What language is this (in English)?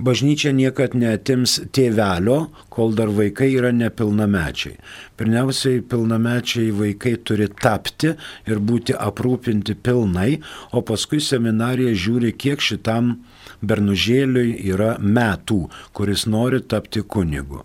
Lithuanian